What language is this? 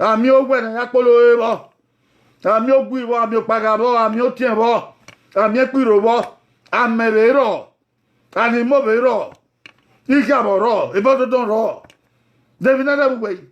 Bini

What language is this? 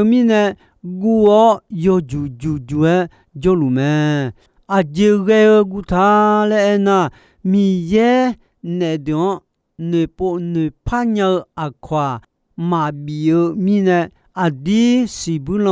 Akha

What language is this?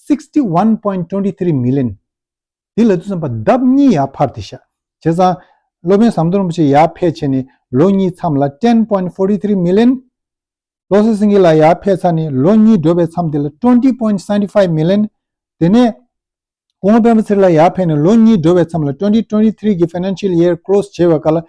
Tibetan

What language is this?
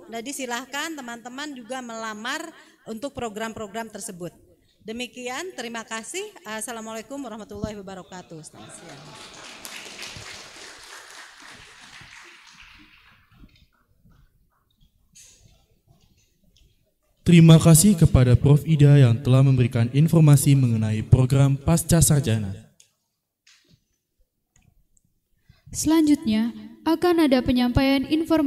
Indonesian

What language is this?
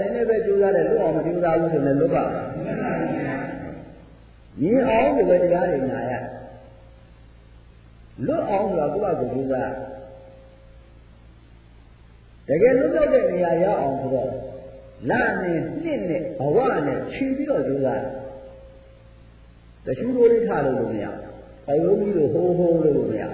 Burmese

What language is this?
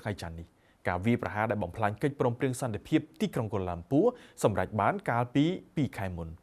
Khmer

